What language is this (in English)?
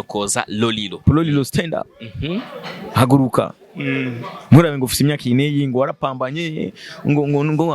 Rundi